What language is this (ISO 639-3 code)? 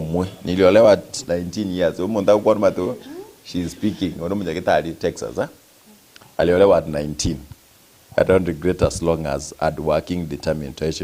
guz